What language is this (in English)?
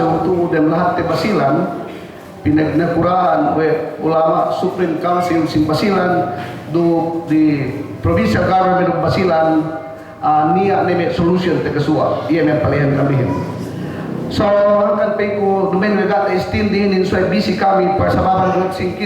Yakan